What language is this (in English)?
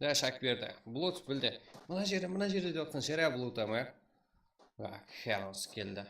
Kara-Kalpak